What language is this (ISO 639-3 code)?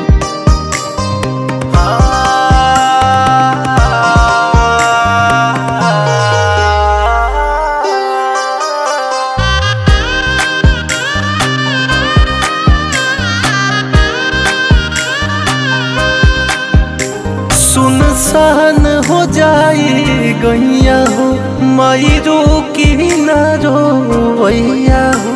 bho